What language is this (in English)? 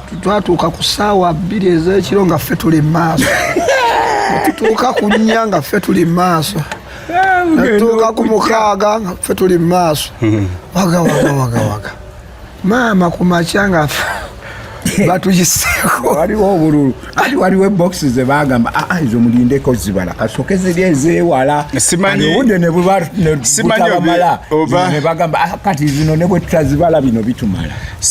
Ganda